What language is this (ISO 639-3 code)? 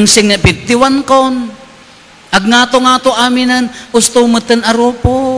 ilo